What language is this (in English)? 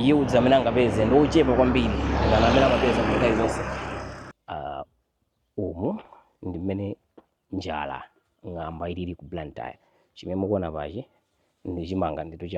Nyanja